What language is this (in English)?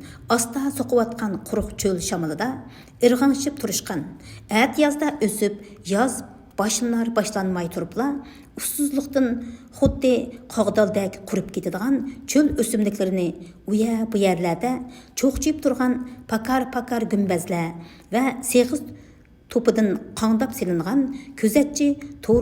Uyghur